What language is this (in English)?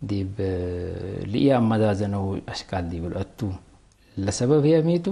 Tigre